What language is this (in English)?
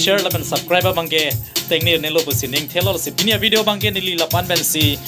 Karbi